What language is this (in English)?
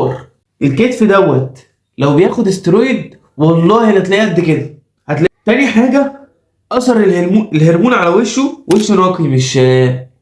Egyptian Arabic